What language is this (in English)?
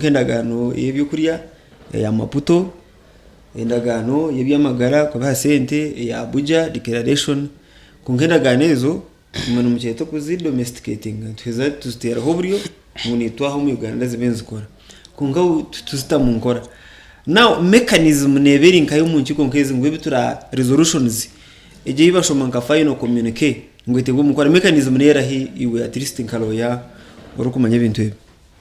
Nyankole